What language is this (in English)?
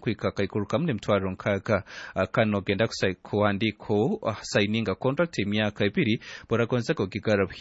Nyankole